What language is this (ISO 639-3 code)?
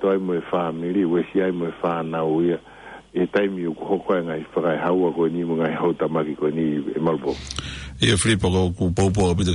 ton